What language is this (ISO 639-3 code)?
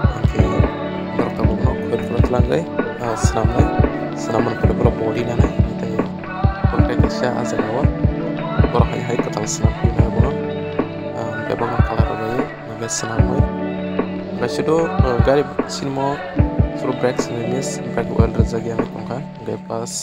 trp